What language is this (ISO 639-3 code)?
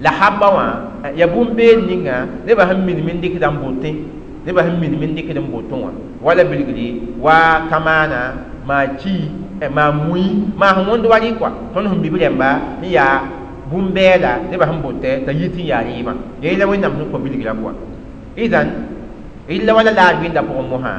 mos